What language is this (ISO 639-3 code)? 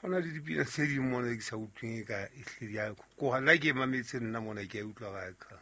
sot